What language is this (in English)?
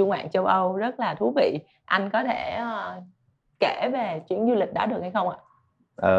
Vietnamese